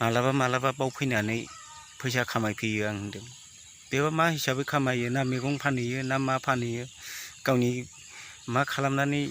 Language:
Bodo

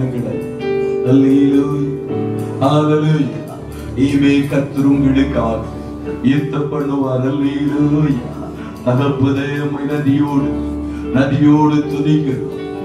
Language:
Tamil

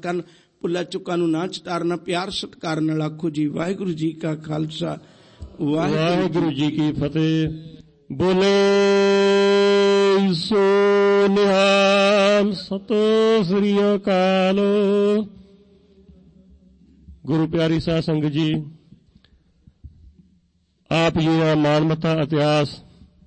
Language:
Punjabi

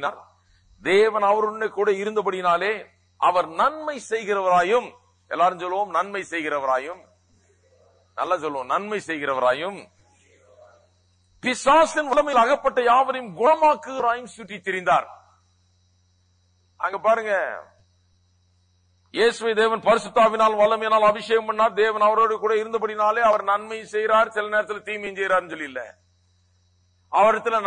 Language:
Tamil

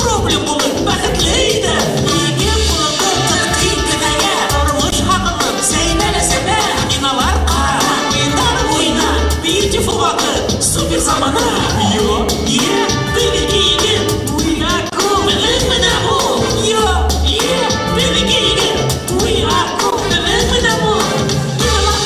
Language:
Bashkir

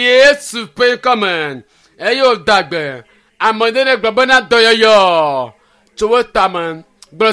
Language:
Ewe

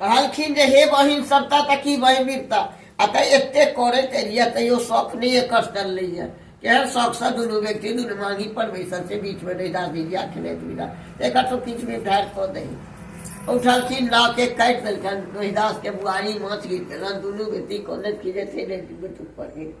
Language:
Maithili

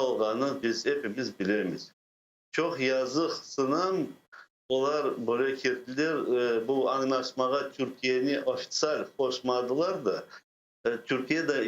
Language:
Crimean Tatar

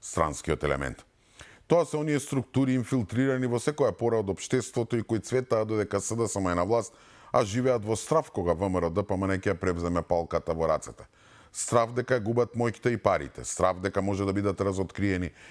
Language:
Macedonian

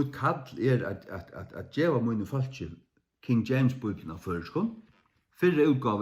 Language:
Faroese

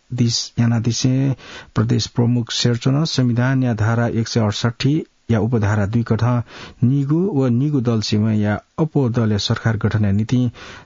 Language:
Newari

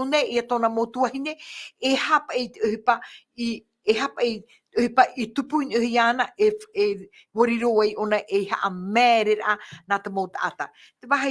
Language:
Tahitian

